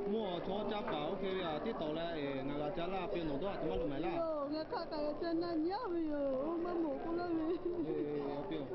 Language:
Lahu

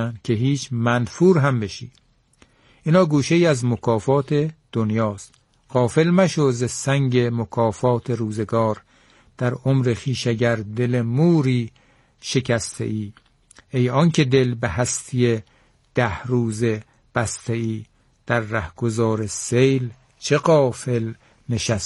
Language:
Persian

